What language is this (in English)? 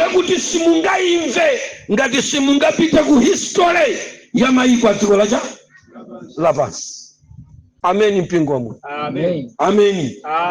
Nyanja